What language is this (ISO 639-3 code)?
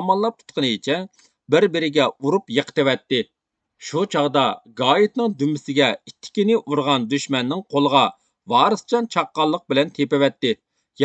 uig